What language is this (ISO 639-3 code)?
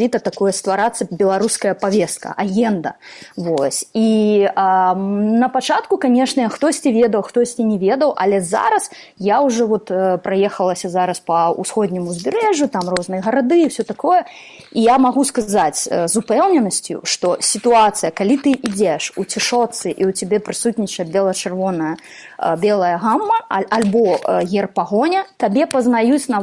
bel